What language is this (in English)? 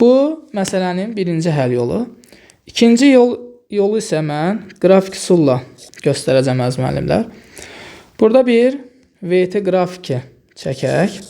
Azerbaijani